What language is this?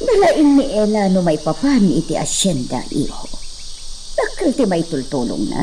Iloko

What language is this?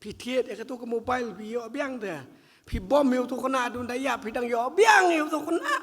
Khasi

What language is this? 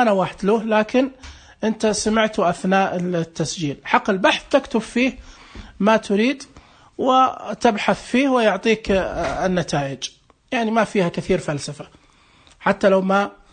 Najdi Arabic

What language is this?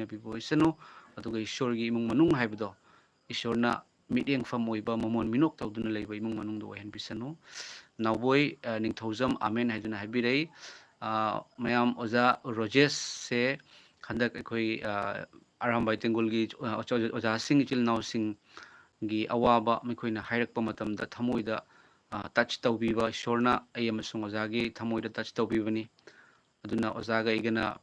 Manipuri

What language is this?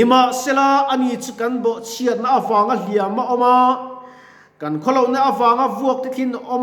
Mizo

